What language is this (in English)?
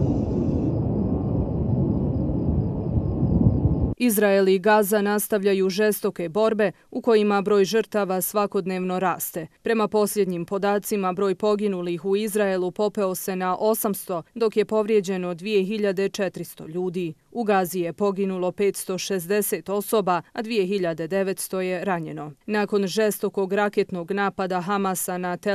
Bosnian